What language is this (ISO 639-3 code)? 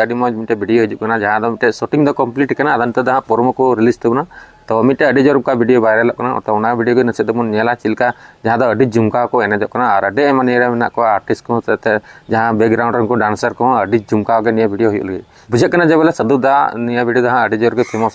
sat